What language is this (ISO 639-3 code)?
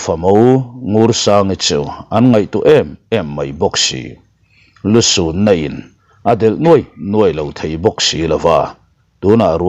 lus